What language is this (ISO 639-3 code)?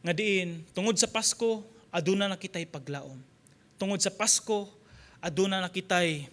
ceb